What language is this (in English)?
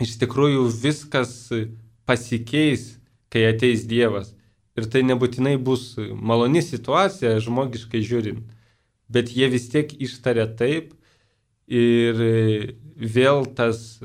Lithuanian